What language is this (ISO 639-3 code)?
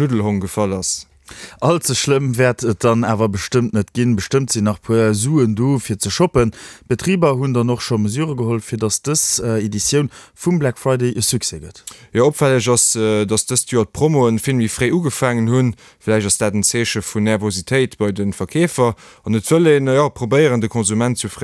ltz